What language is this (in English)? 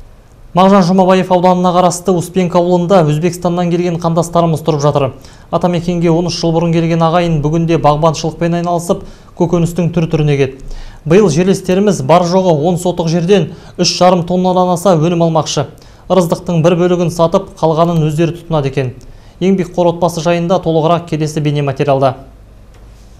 Kazakh